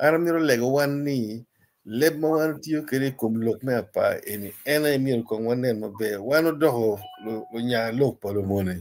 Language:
Acoli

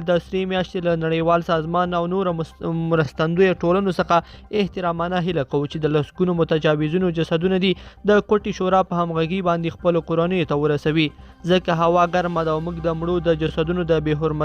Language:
Pashto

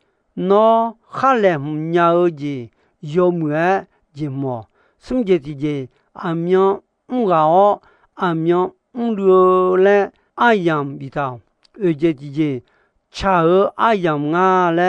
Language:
Akha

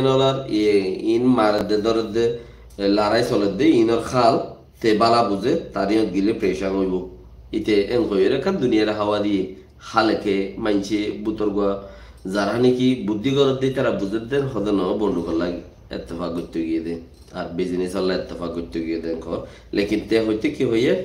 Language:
Rohingya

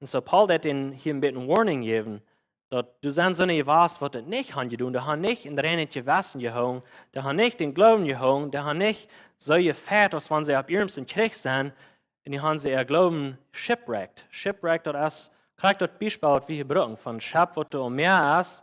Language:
Plautdietsch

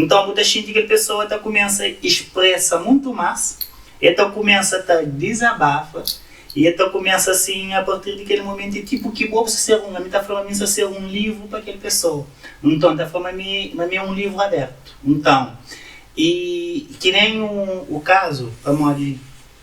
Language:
Kabuverdianu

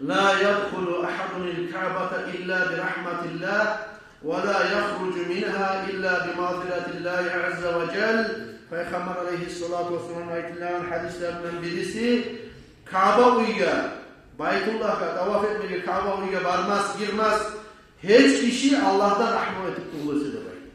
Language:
Kumyk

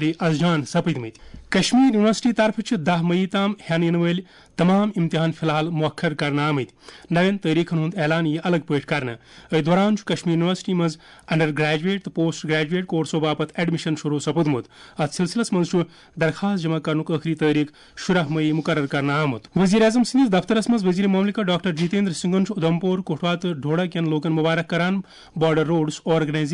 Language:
Kashmiri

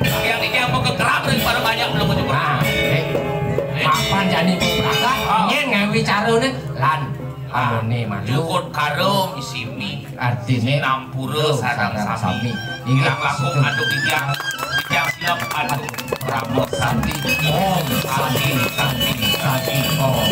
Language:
Balinese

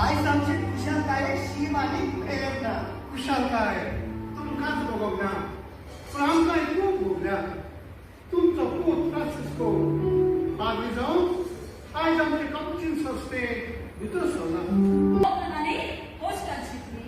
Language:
Konkani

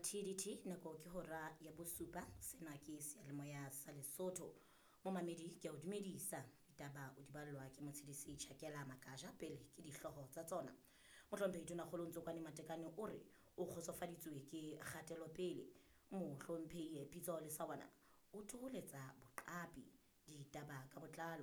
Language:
Southern Sotho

